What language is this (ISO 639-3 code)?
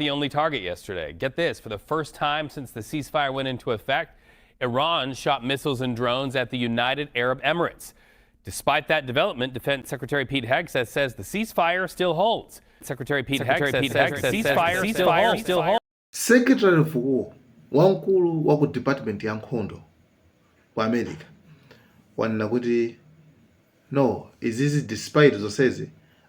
nya